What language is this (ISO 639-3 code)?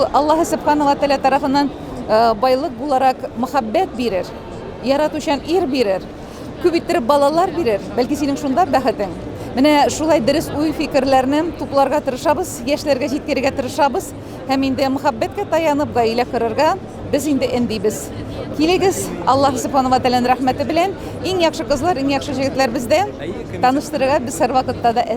tat